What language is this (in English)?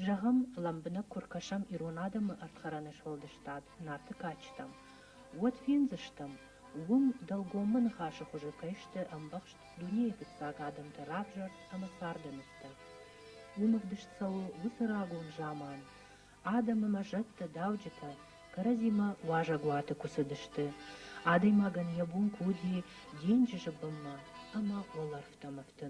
Ossetic